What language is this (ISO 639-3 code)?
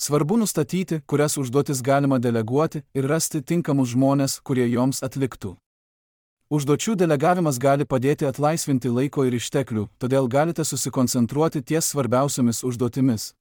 lit